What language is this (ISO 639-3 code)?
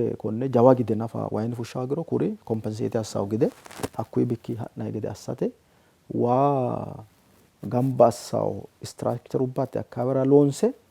sid